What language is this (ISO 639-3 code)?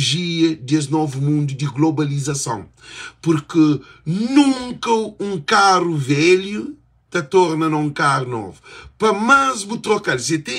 kea